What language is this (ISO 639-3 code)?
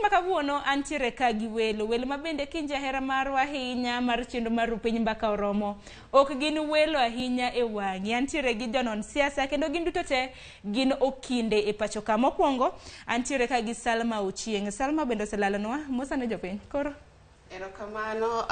luo